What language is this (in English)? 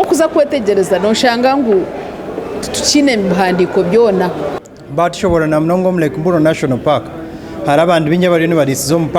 Nyankole